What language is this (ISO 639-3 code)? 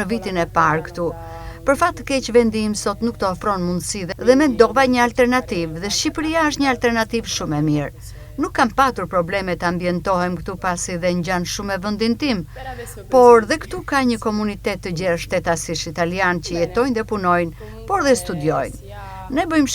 sqi